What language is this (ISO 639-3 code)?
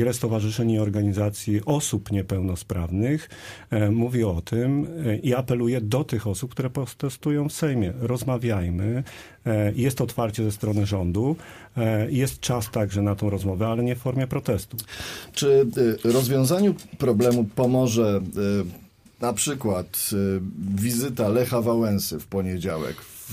pol